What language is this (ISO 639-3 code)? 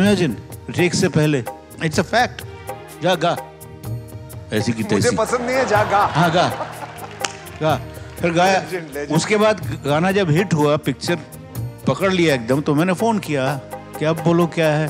hin